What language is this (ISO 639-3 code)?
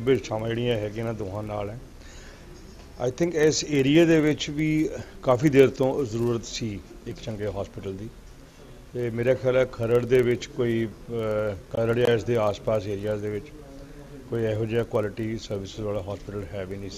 pan